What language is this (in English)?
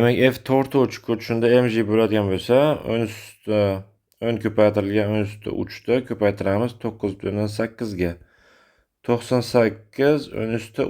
Uzbek